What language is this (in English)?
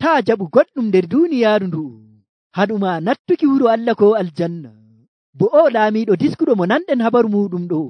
Nigerian Fulfulde